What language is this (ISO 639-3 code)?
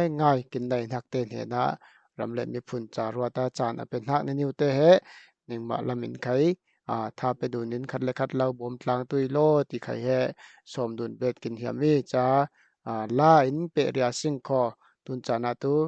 cfm